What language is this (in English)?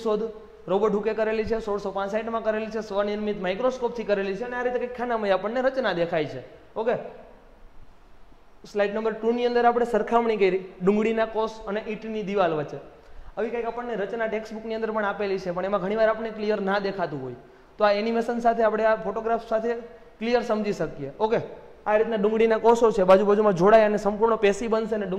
Gujarati